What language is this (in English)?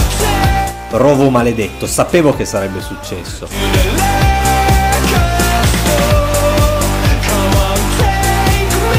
Italian